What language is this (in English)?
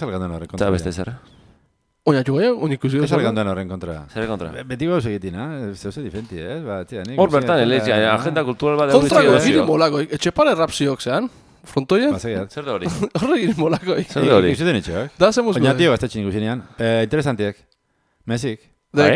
Basque